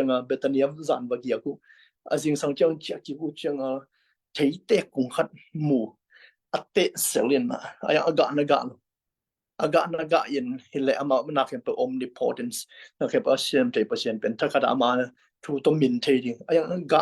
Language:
Tedim Chin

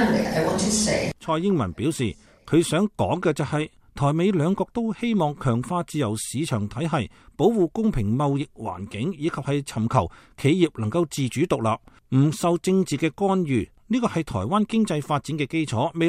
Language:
Cantonese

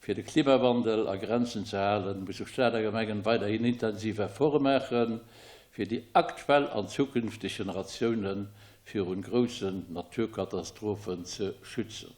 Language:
Luxembourgish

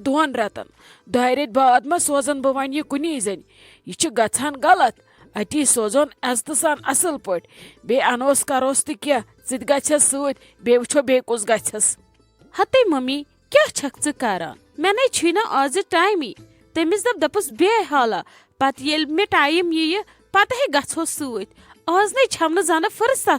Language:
Kashmiri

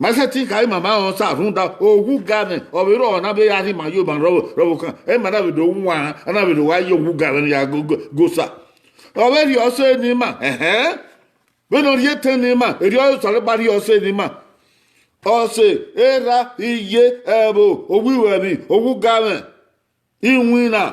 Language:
Bini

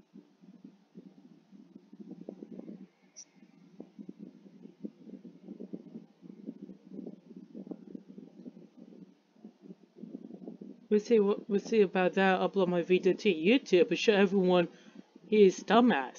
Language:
English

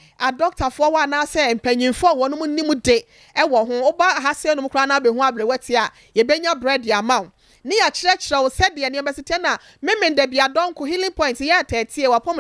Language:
Akan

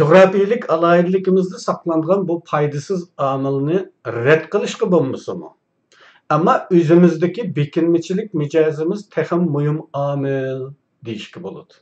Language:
Uyghur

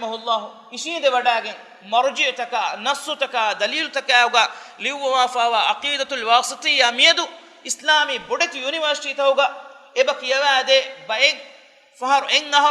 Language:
Divehi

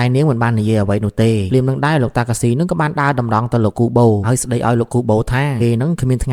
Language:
Khmer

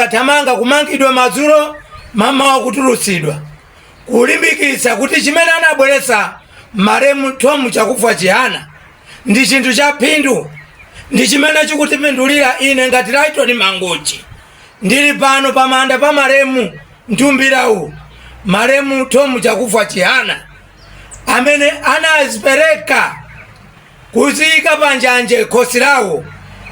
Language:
Nyanja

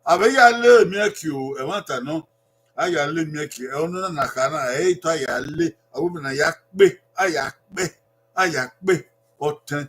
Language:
Bini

